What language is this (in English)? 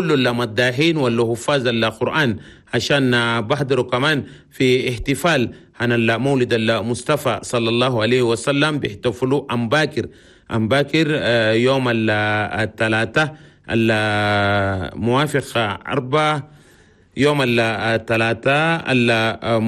Chadian Arabic